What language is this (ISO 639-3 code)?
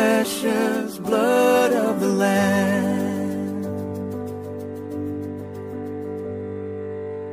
est